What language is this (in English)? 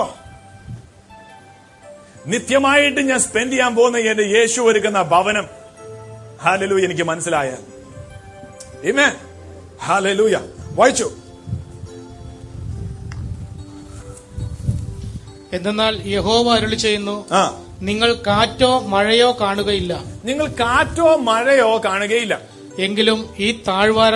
Malayalam